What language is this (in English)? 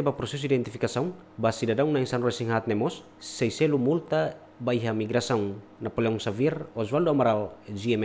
Tetum